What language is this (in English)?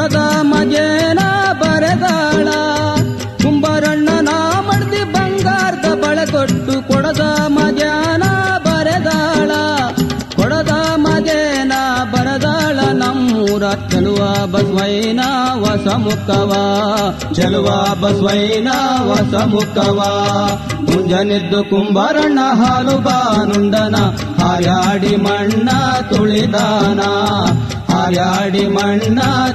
Kannada